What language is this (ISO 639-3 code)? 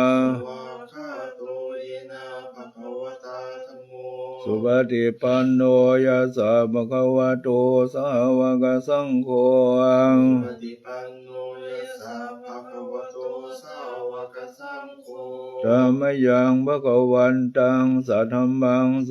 pli